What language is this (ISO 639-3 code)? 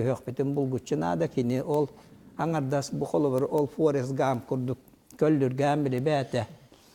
sah